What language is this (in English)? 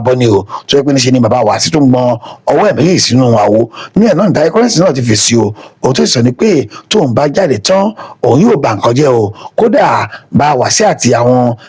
Yoruba